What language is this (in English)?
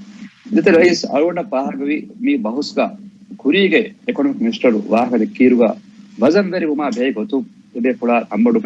Divehi